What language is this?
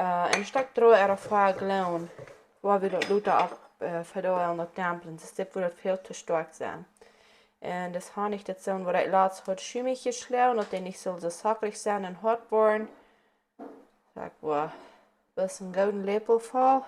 Plautdietsch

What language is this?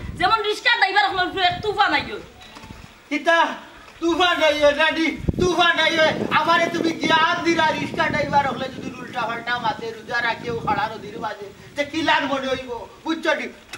Sylheti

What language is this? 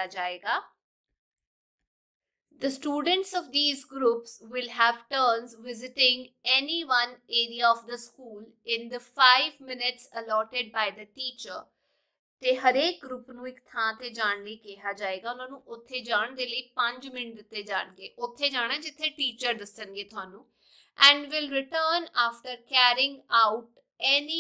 Punjabi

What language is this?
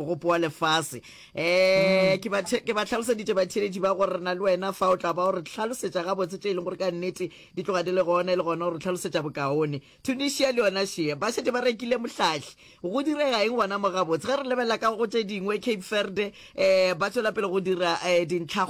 Northern Sotho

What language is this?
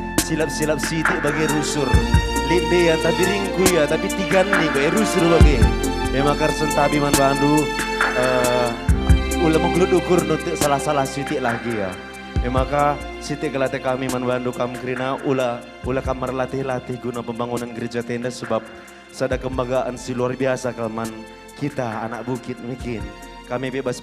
Batak Karo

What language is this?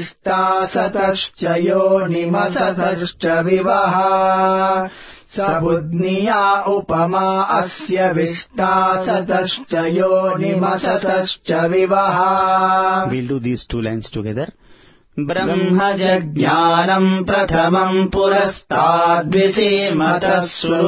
Sanskrit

